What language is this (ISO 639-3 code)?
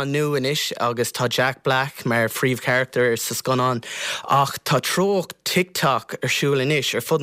gle